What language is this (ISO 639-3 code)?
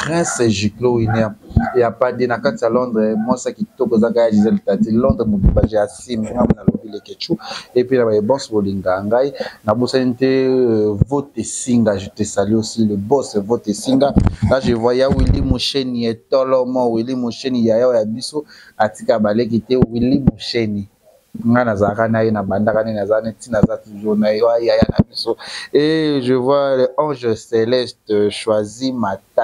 lin